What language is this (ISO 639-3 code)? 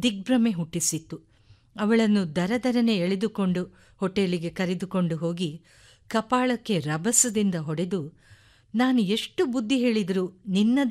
kan